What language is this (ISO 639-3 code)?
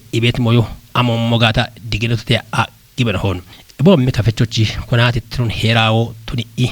kbr